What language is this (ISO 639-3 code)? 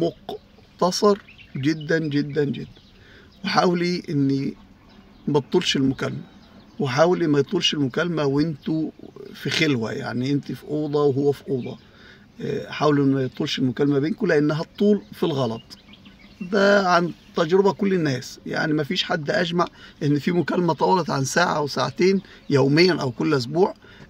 arz